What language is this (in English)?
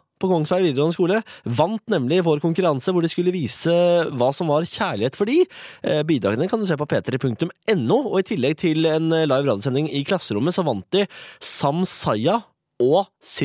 Norwegian